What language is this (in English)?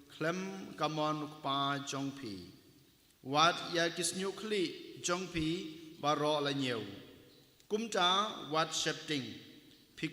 Khasi